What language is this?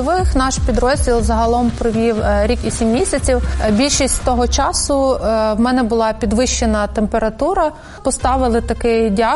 Ukrainian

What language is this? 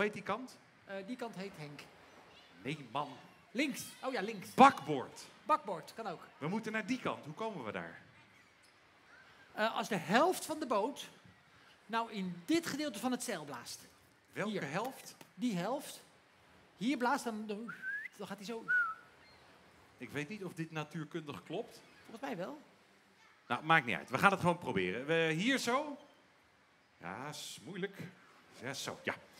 Dutch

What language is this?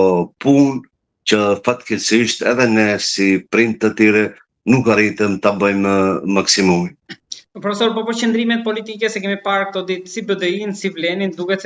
Albanian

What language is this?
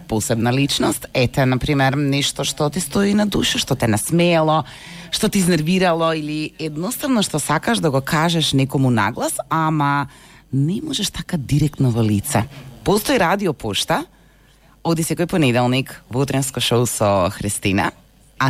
Macedonian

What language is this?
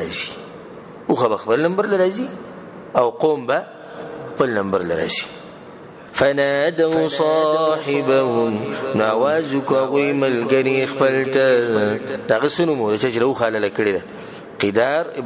Pashto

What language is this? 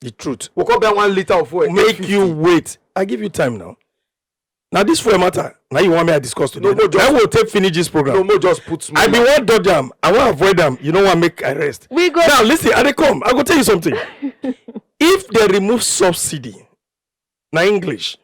Nigerian Pidgin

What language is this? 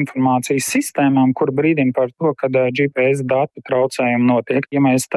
Latvian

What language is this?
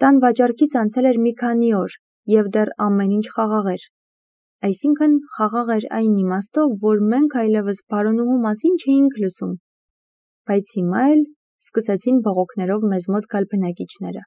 Armenian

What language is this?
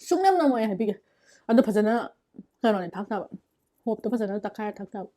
Manipuri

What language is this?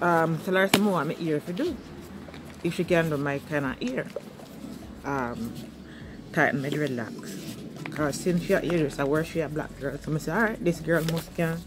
Jamaican Creole English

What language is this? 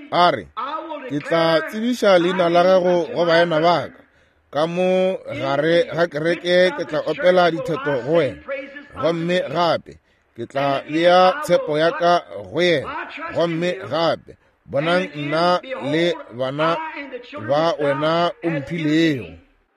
Northern Sotho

